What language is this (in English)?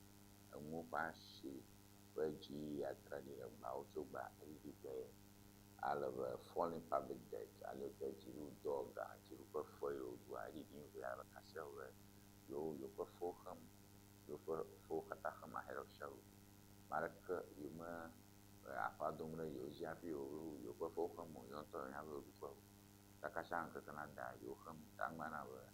Ewe